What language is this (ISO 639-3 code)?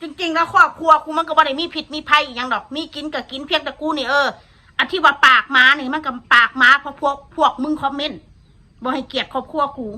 tts